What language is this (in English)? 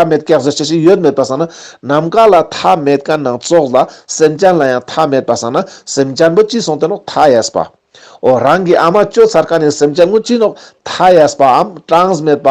Ladakhi